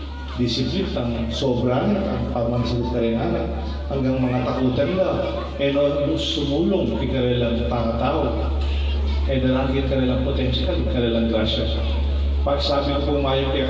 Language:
Pampanga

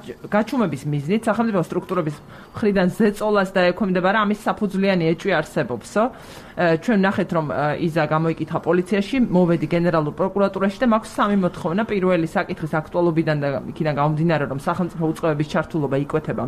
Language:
Georgian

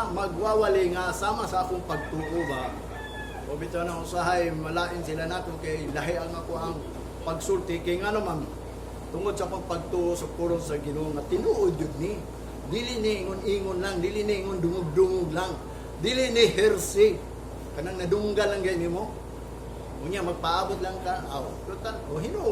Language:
Cebuano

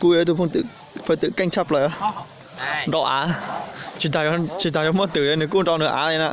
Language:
Hmong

